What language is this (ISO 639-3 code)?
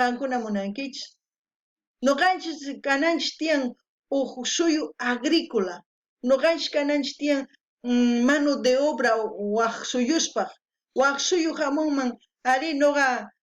quh